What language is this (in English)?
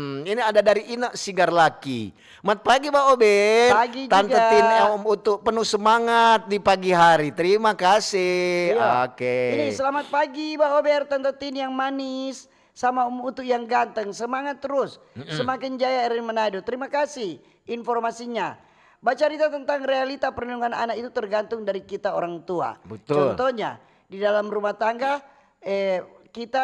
Manado Malay